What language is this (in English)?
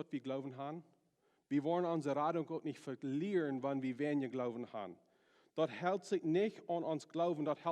Plautdietsch